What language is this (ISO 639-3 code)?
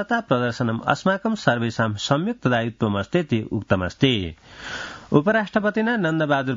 san